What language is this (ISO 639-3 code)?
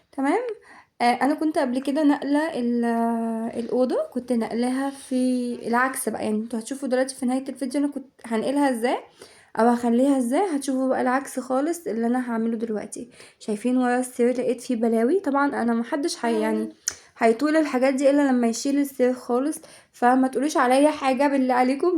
arz